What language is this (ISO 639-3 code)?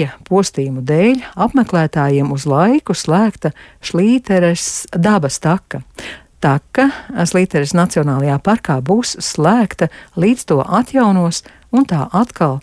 lav